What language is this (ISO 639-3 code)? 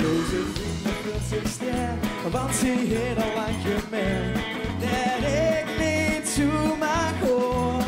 lim